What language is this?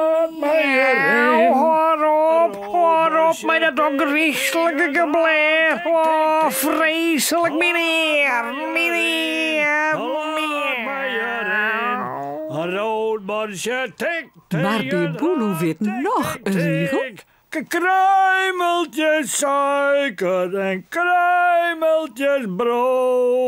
Western Frisian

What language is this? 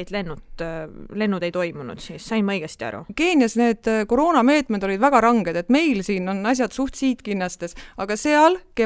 Estonian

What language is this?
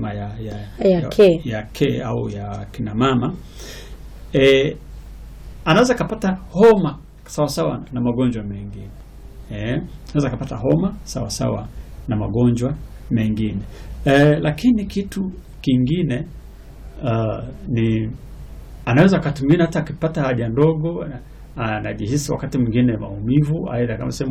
Swahili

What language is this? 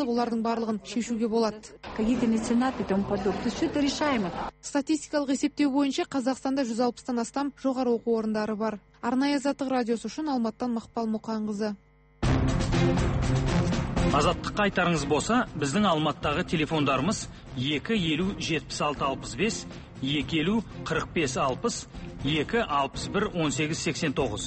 Kazakh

